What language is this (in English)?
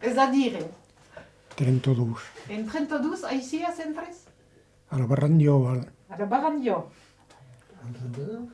Occitan